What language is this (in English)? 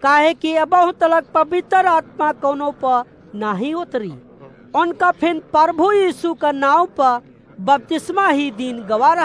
Awadhi